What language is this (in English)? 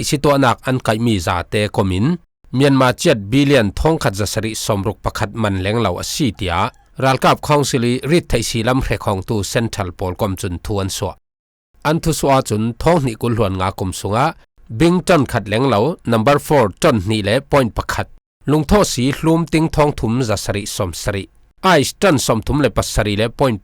Falam Chin